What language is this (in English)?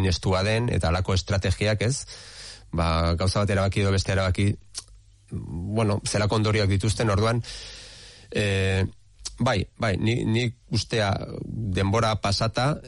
Basque